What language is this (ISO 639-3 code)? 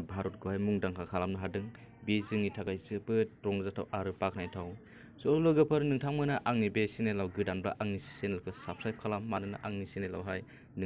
brx